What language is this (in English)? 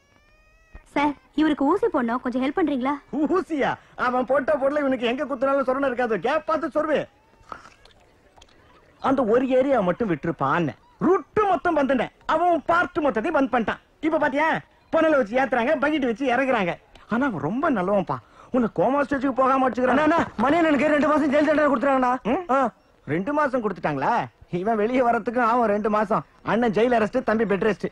Tamil